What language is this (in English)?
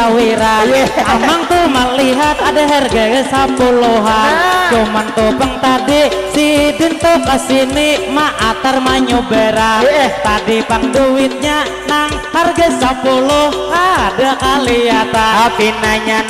Banjar